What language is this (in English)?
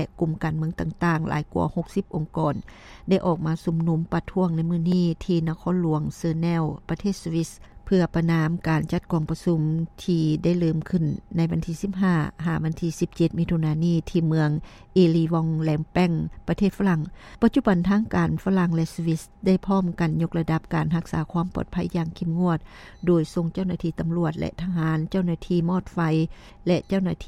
Lao